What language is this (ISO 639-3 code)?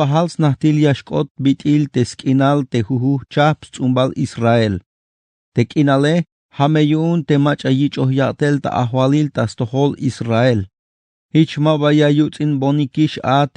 tzh